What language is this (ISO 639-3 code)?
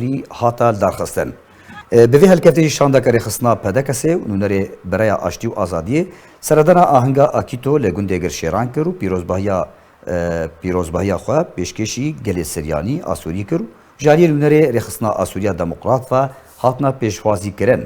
kur